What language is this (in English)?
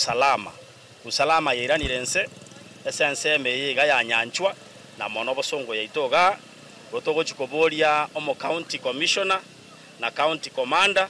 Gusii